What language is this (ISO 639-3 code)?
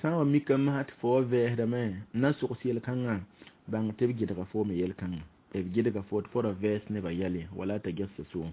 mos